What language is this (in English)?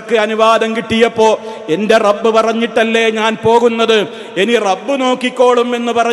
Malayalam